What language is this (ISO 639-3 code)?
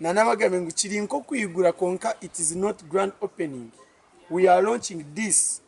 nyn